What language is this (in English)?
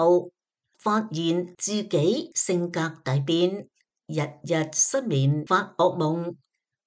Cantonese